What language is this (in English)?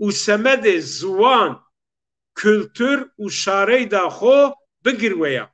Zaza